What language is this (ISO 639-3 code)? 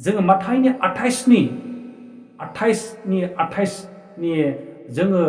brx